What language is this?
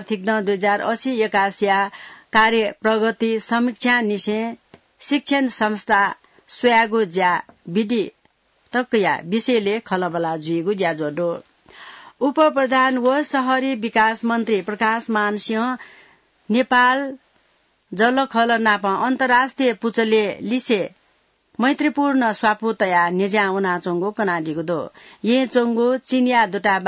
Newari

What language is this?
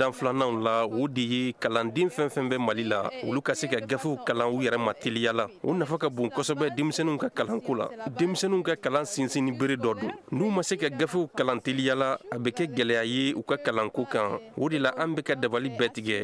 Bambara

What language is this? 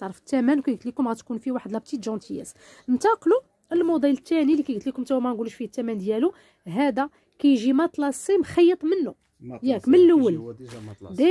Moroccan Arabic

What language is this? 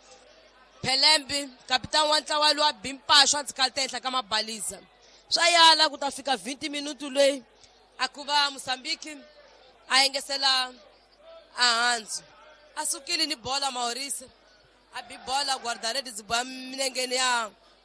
Tsonga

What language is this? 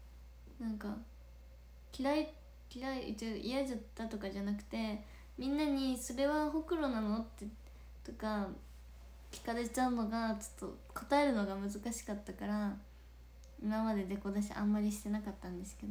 Japanese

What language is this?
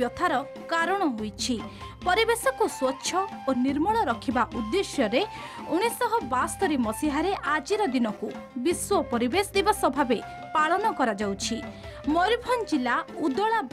Odia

